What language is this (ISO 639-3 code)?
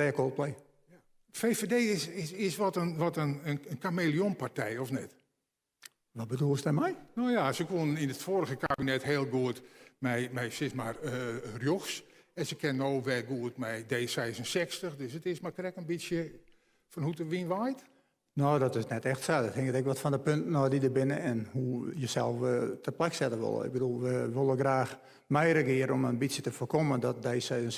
fry